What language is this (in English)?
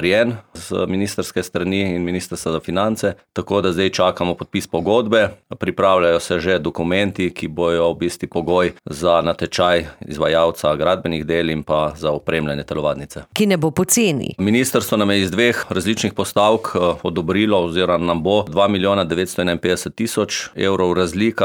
Slovenian